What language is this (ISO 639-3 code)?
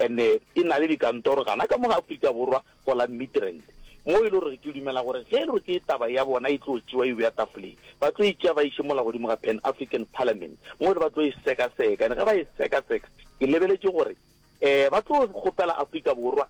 nso